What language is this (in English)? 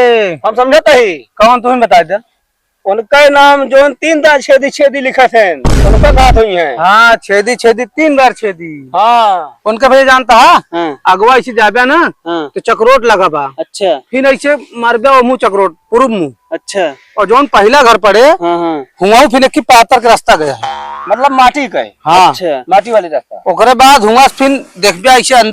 Awadhi